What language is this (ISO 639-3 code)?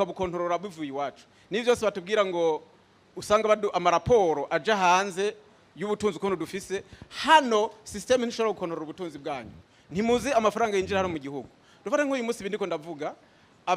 run